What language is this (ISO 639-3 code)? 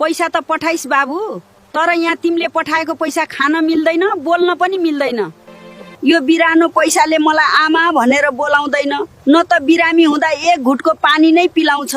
nep